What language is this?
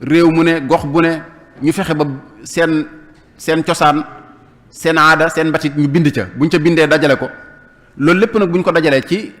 Wolof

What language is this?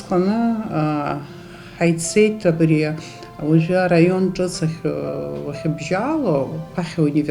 Abkhazian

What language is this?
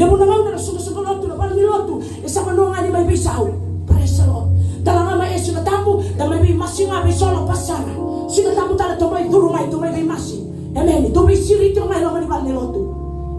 Fijian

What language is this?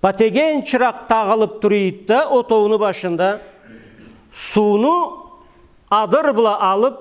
Karachay-Balkar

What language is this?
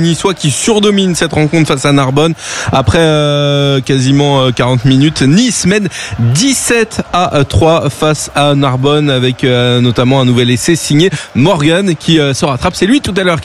French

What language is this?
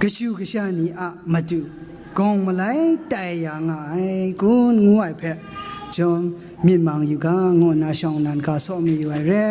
Kachin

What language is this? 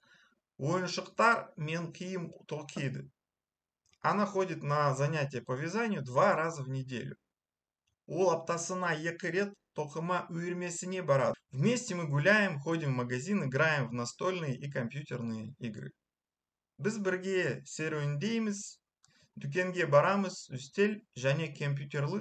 Kazakh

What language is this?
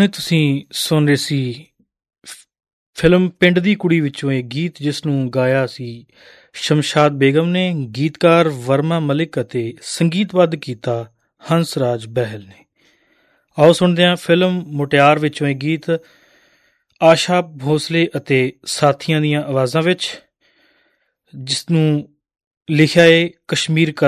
Punjabi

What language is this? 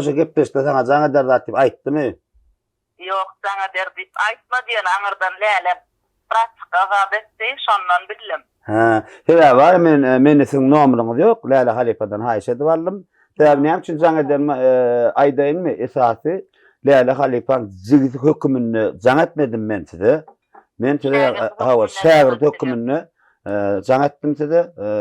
Turkmen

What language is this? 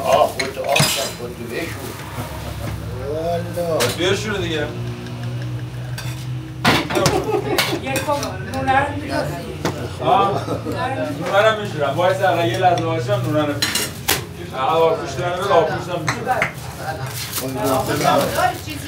Persian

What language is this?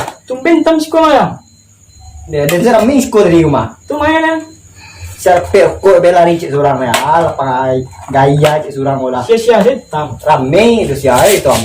Minangkabau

